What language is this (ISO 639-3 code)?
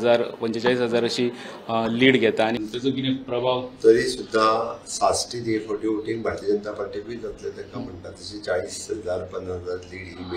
kok